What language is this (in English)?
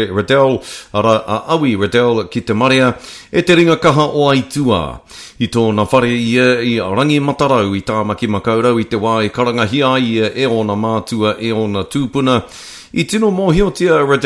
Māori